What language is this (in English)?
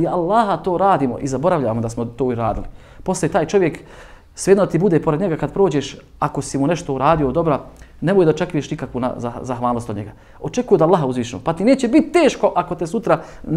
Bosnian